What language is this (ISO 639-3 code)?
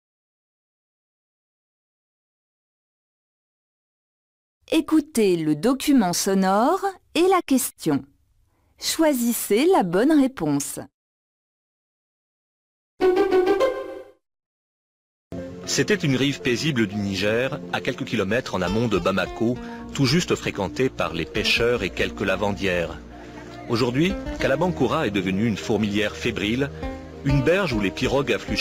fra